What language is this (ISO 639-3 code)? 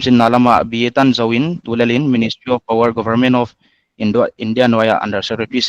pck